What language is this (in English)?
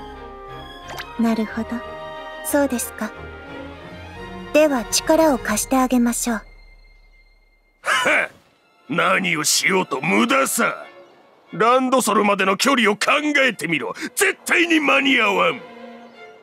Japanese